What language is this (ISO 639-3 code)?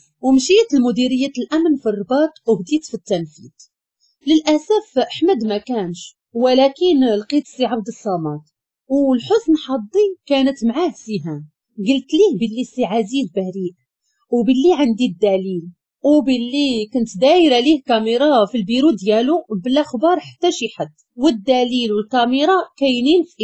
ary